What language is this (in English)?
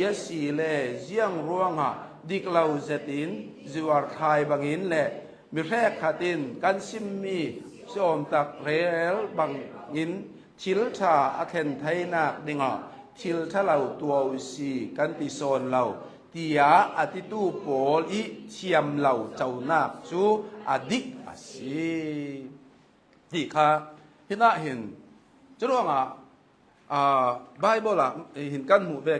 Hakha Chin